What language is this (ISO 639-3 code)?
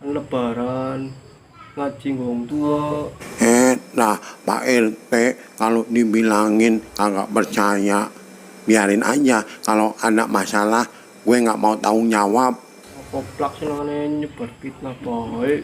bew